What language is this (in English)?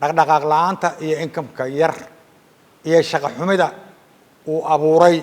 Somali